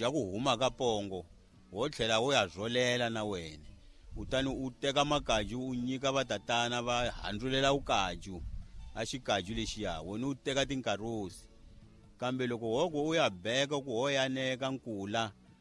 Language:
Tsonga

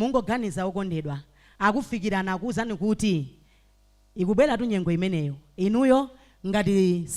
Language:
Nyanja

